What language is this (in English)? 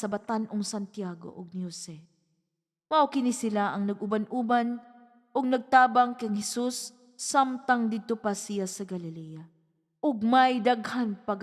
Cebuano